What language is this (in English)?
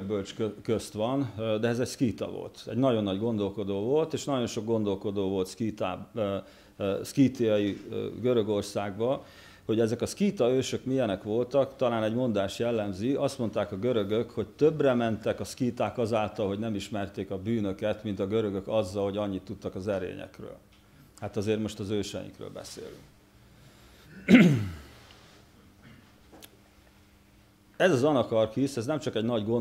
Hungarian